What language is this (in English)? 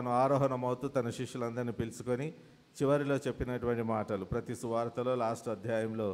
Telugu